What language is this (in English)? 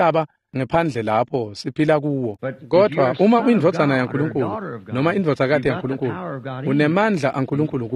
Swati